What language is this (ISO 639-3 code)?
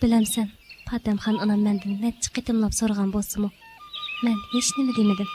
uig